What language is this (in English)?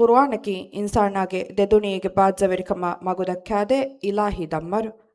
Divehi